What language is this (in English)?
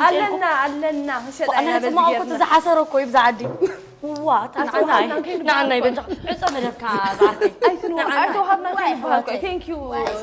Tigrinya